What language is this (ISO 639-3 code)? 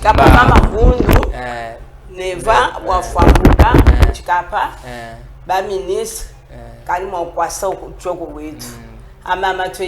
cjk